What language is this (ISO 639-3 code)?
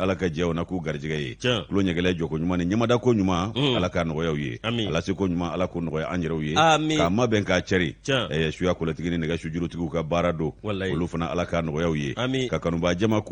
bam